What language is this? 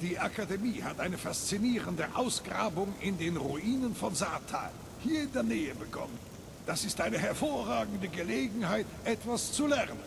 Bavarian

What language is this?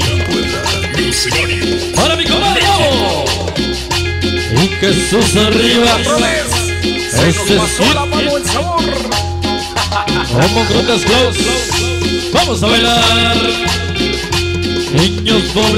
Spanish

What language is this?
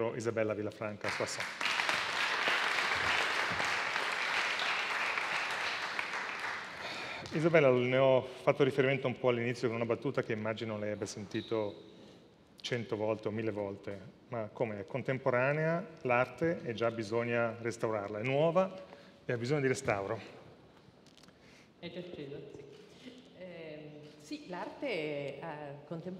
Italian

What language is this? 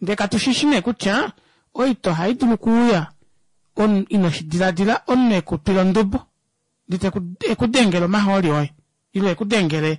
Kuanyama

